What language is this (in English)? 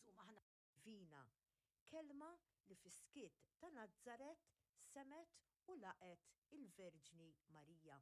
Maltese